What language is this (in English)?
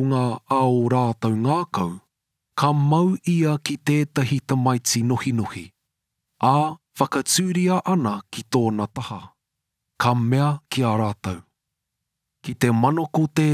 Māori